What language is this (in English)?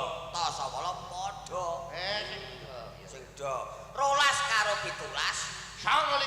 Javanese